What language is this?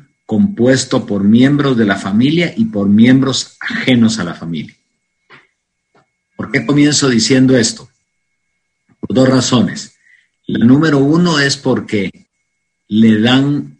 Spanish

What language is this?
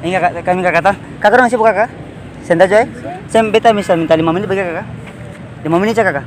Ambonese Malay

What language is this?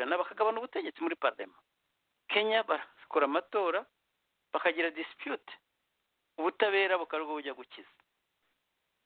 Kinyarwanda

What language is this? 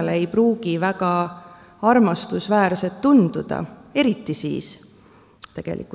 Estonian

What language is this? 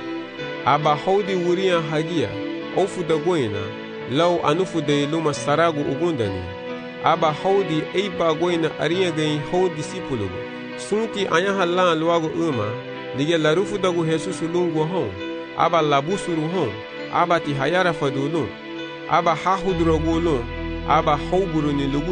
Garifuna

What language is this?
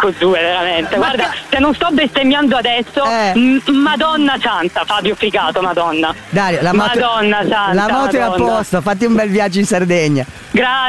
Italian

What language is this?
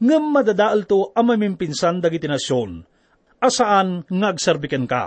Iloko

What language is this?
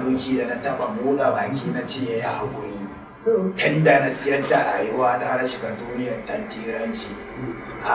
Hausa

